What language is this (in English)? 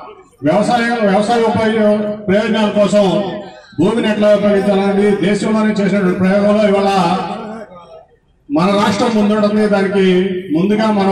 Telugu